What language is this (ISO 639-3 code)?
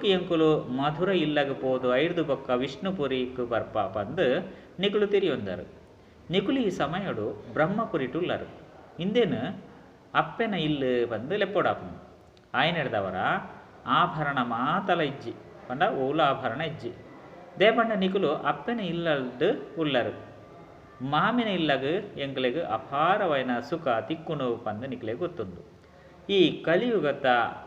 tcy